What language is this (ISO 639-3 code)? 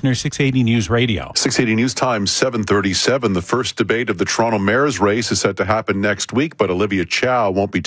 eng